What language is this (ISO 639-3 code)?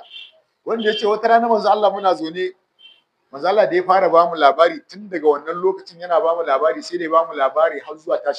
hau